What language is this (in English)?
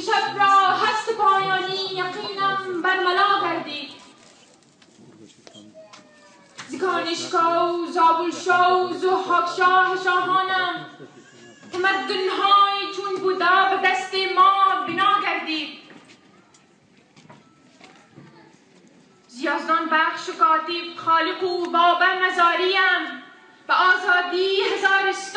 Persian